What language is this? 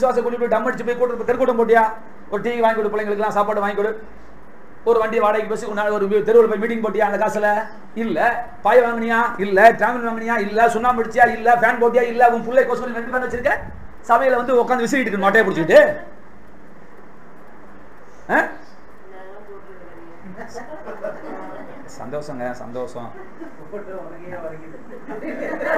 Tamil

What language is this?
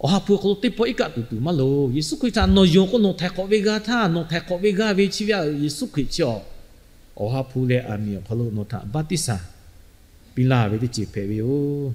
Lahu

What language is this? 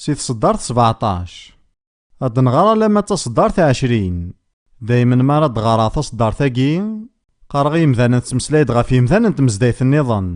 Kabyle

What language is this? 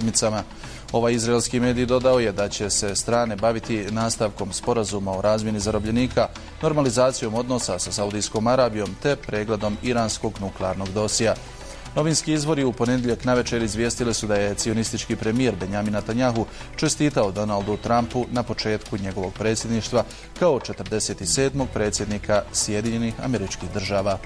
Bosnian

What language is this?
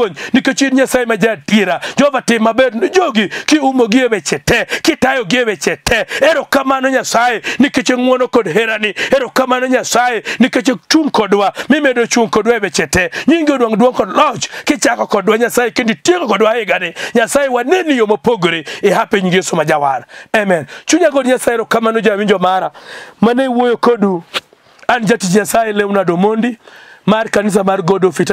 Luo (Kenya and Tanzania)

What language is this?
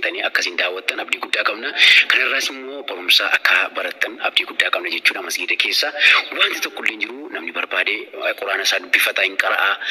Oromo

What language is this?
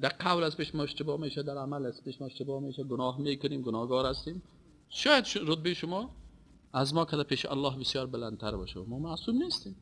Persian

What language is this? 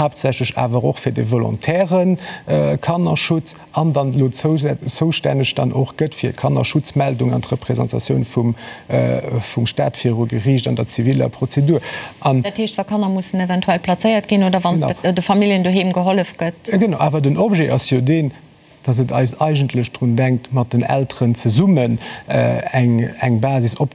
Luxembourgish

